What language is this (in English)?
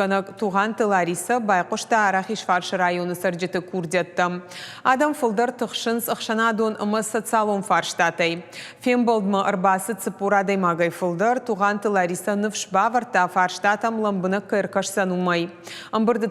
Ossetic